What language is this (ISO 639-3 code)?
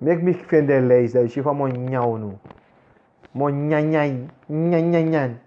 srn